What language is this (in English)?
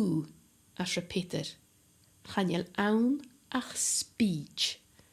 Scottish Gaelic